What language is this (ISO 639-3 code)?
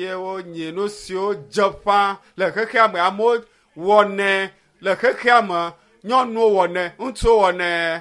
ewe